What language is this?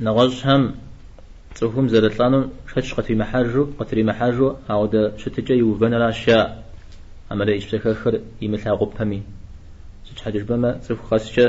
Kabardian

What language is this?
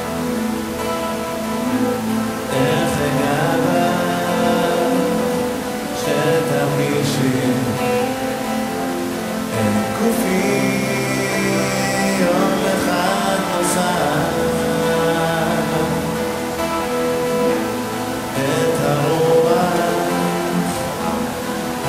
Hebrew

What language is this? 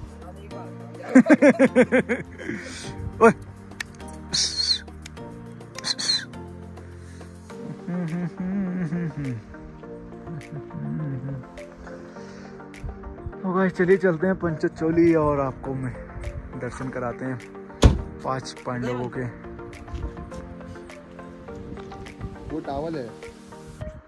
Hindi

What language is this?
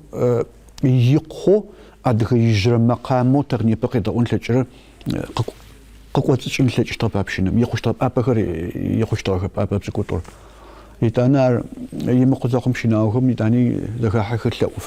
Adyghe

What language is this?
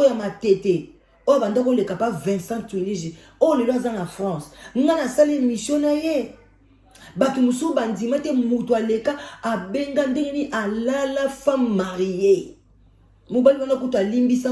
Lingala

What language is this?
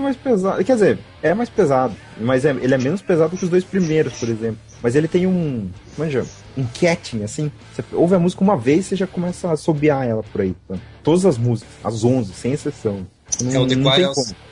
Portuguese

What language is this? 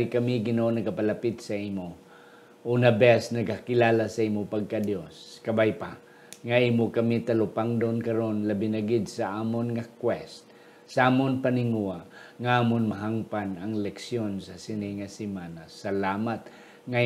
Hiligaynon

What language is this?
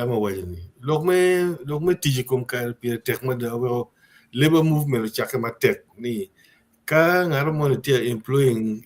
Acoli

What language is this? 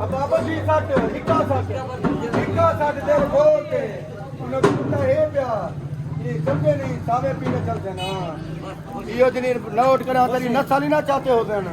Saraiki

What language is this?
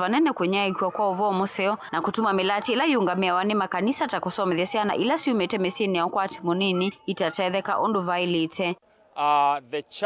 Kamba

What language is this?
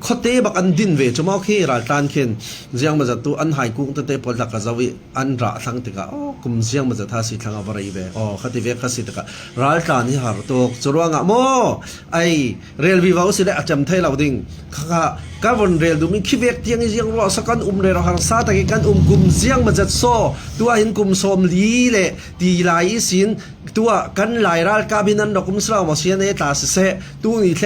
Falam Chin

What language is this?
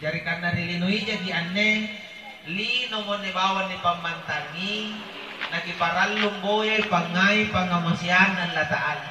Makasar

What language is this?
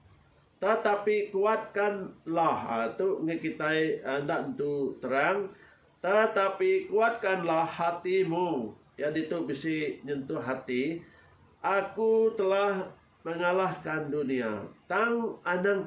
Iban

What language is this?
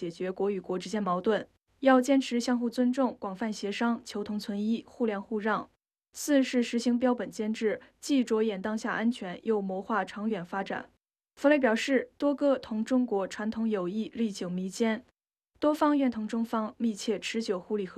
Chinese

